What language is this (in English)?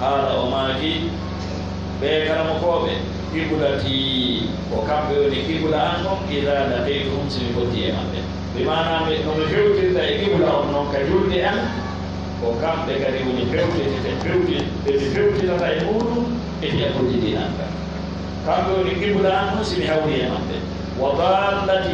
Pular